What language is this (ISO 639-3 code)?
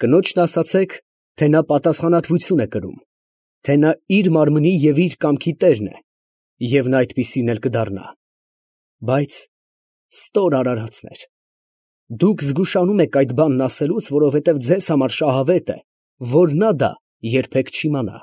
hye